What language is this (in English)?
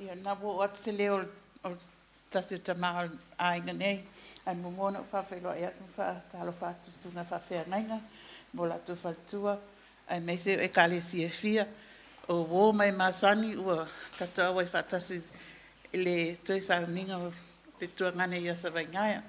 Samoan